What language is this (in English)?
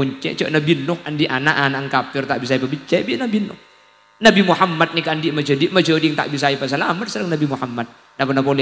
Madurese